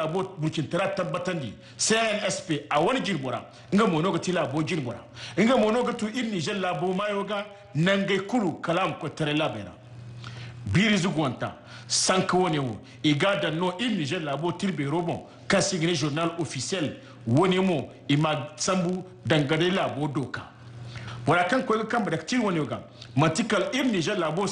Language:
Zarma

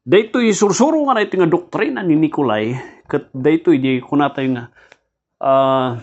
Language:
Iloko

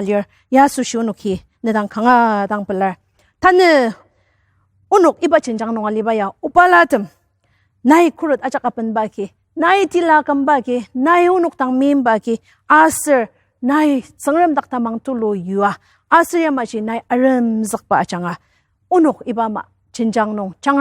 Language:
Ao Naga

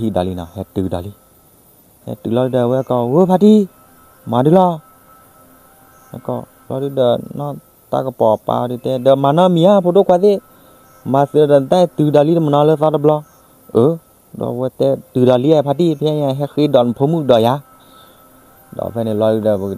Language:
S'gaw Karen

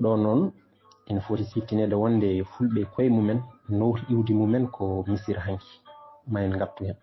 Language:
Fula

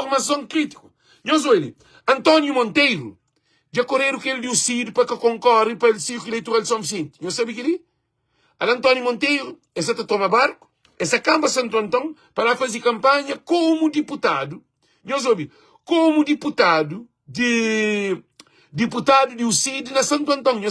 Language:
Kabuverdianu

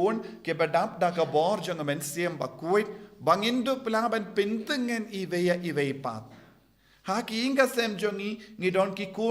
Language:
Khasi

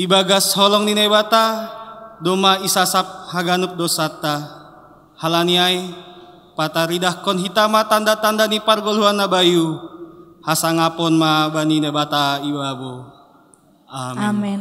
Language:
Batak Simalungun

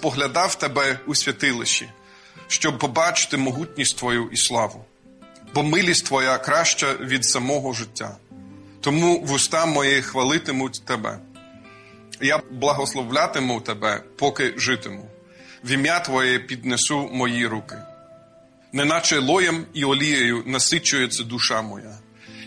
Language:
Ukrainian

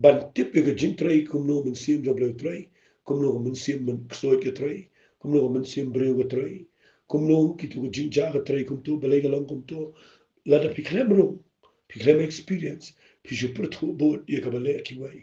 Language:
Khasi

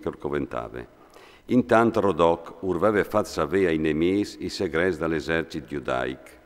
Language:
Friulian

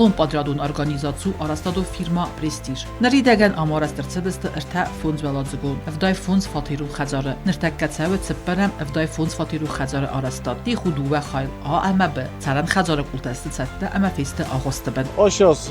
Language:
Ossetic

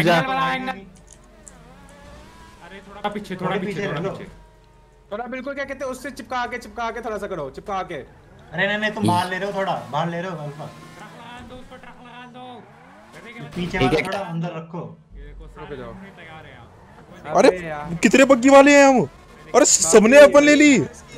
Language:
Hindi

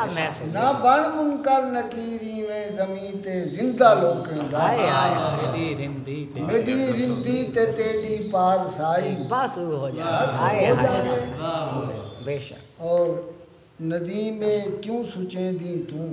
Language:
Saraiki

